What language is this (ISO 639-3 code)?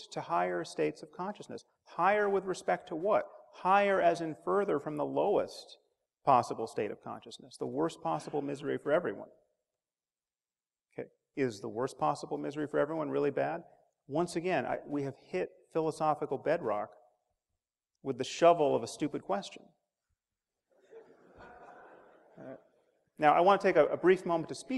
eng